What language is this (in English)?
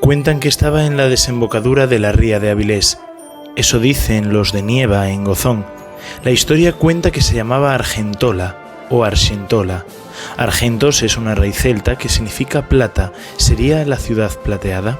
Asturian